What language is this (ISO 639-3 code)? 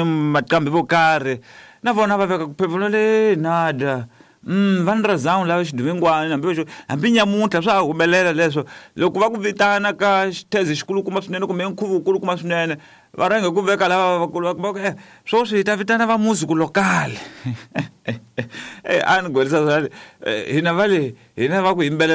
tso